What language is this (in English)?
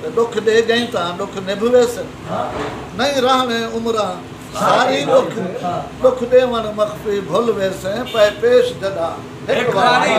Saraiki